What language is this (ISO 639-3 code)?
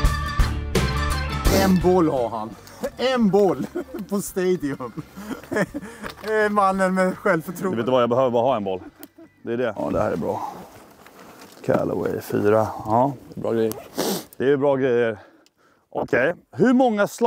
swe